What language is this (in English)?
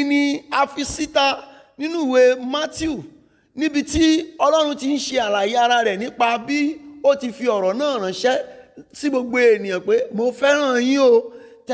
Yoruba